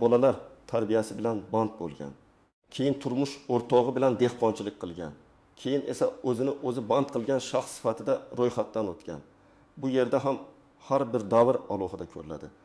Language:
Uzbek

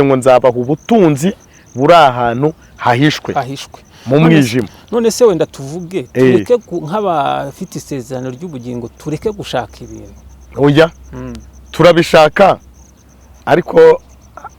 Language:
Kinyarwanda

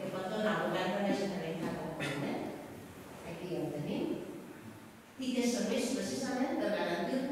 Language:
Catalan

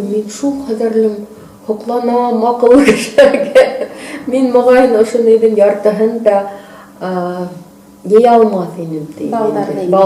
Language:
Bashkir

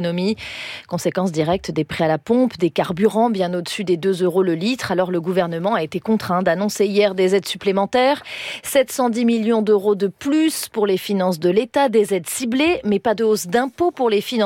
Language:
French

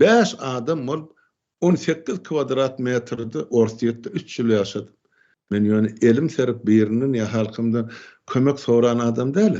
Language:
Turkmen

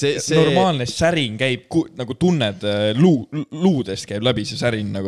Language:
Estonian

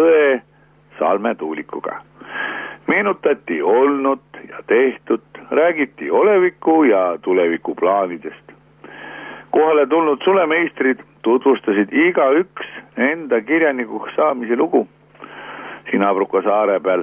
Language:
Estonian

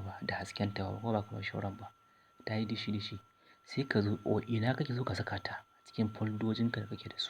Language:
Hausa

